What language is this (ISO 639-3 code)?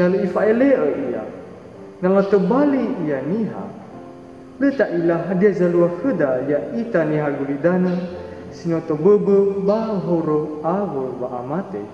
nia